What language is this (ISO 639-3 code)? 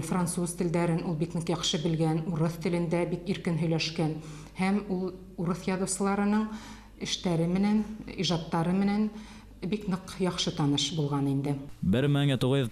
bak